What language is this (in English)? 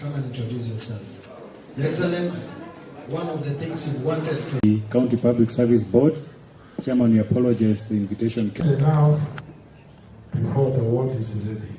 Gusii